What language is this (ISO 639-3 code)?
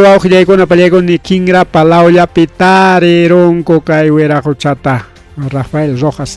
quy